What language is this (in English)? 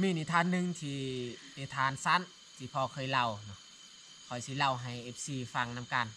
Lao